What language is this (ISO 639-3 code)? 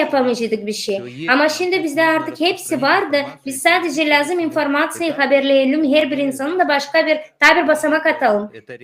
gag